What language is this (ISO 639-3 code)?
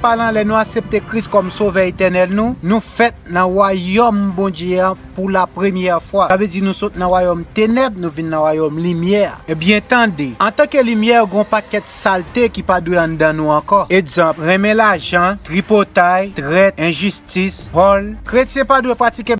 hat